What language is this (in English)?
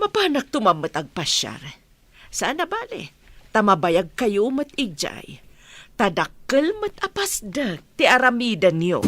Iloko